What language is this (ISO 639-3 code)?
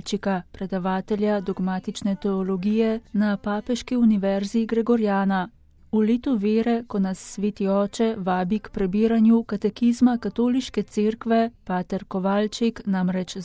slv